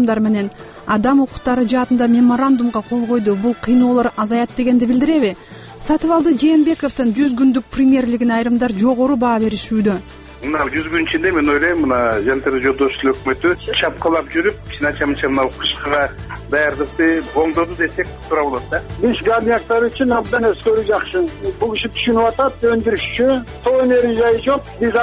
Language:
Kyrgyz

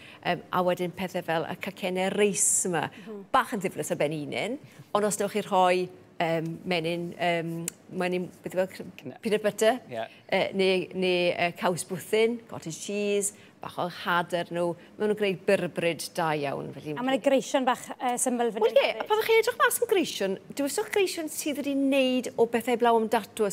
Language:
Welsh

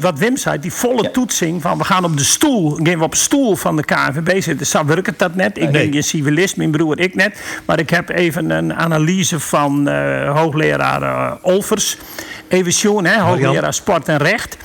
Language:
Western Frisian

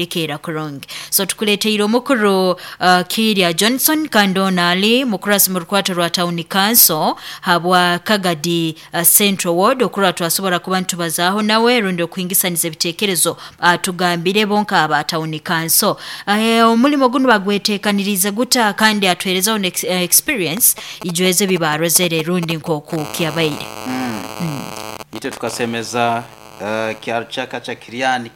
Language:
Nyoro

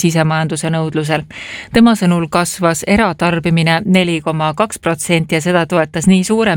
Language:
Estonian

